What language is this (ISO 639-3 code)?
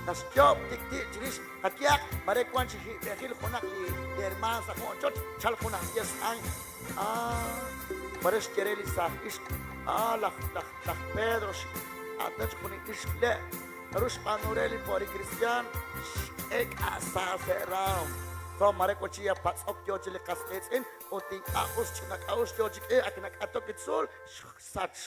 kek